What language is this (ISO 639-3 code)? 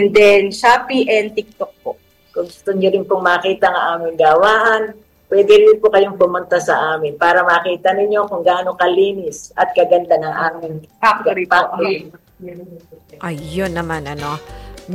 fil